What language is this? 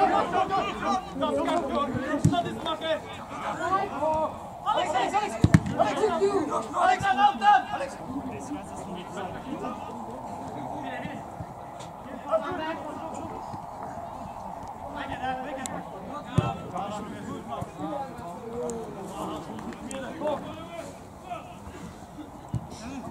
Dutch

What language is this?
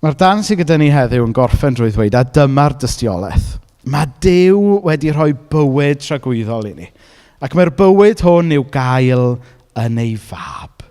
Welsh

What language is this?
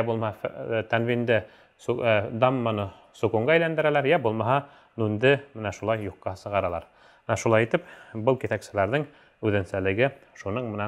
Bashkir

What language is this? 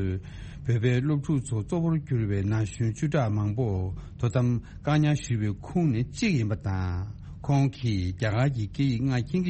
Tibetan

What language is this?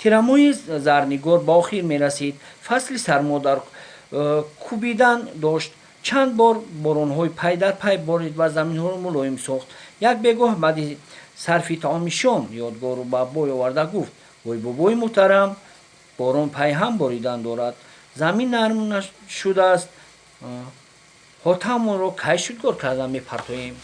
Tajik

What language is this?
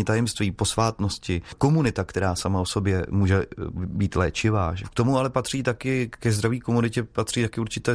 Czech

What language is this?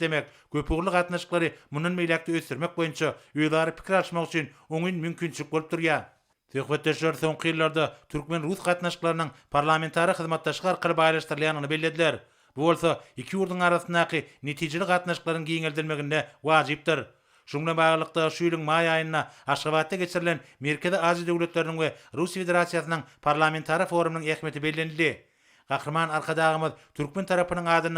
Turkmen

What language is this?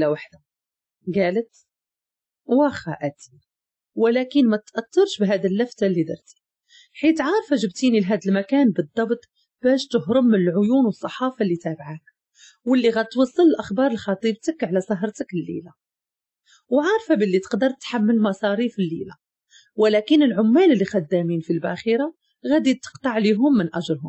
Moroccan Arabic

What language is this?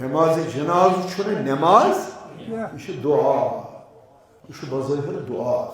Kashmiri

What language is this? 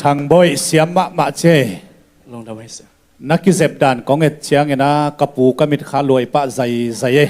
Tedim Chin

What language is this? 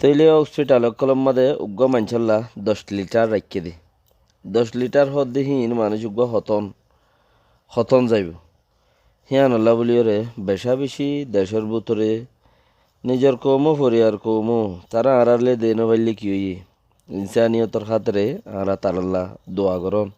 Rohingya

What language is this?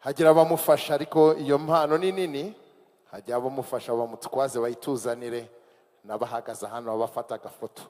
Kinyarwanda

